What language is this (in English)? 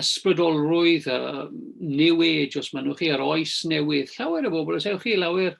Welsh